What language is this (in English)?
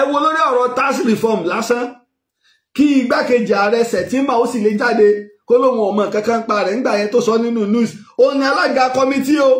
Yoruba